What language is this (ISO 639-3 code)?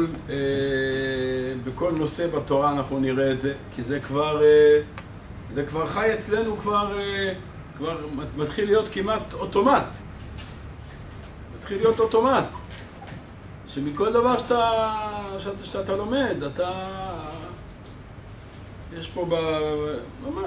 heb